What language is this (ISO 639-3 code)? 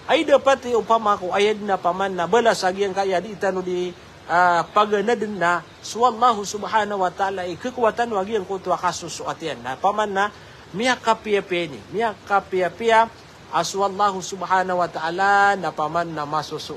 mrw